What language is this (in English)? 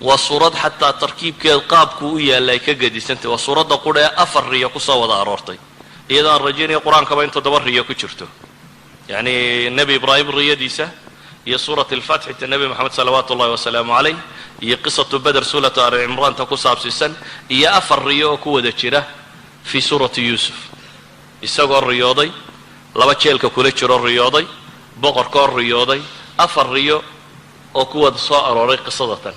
Somali